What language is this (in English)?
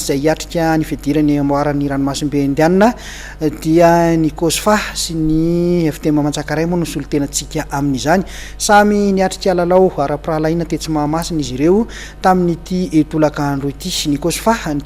Malagasy